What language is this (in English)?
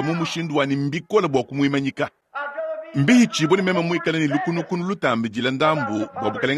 Luba-Lulua